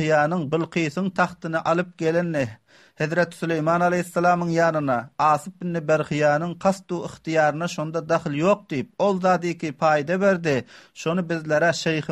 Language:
Turkmen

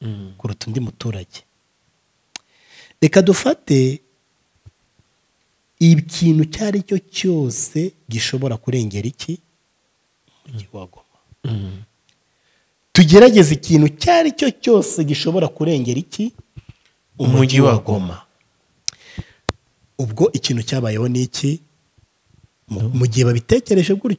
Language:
Kinyarwanda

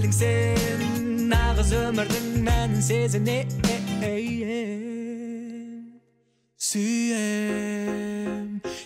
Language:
Kazakh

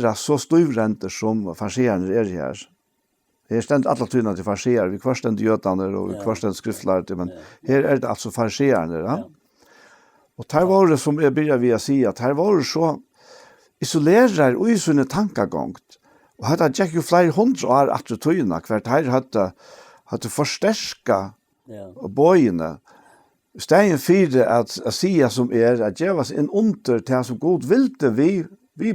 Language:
Faroese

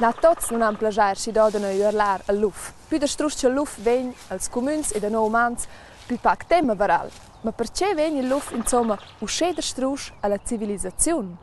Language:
Romansh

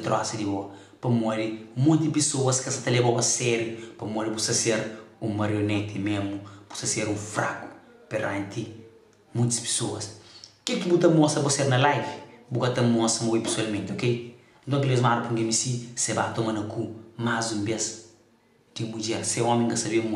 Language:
Kabuverdianu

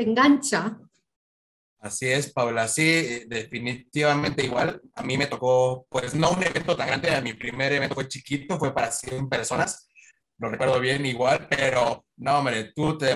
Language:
Spanish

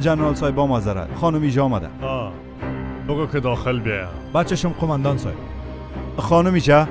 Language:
Persian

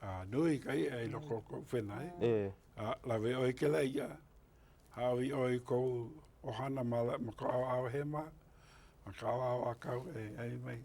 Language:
Hawaiian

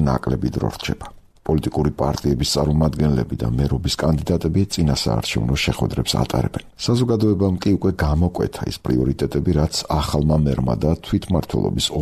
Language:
Georgian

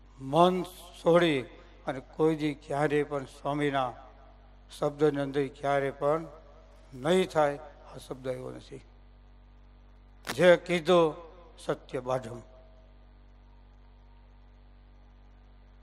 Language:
Gujarati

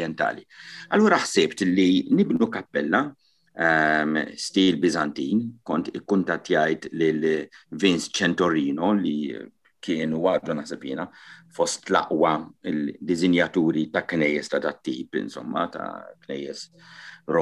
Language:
Maltese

